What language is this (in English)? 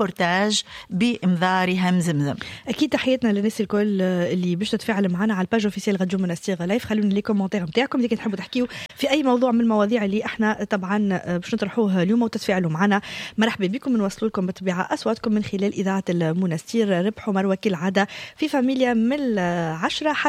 Tunisian Arabic